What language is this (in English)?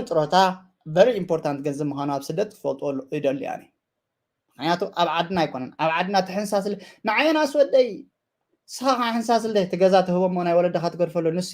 Tigrinya